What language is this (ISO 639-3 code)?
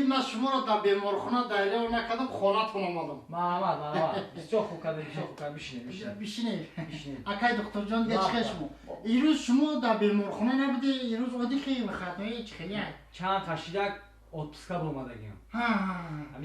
tgk